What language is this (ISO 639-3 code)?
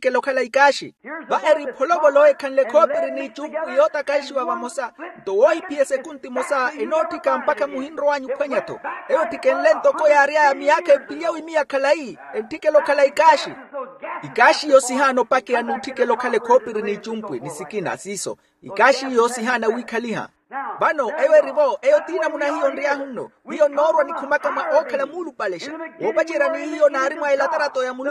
vmw